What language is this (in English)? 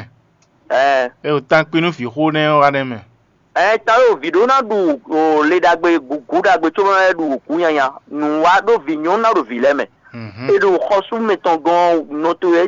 Fon